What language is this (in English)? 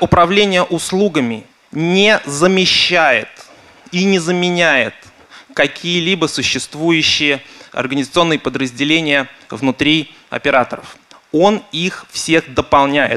Russian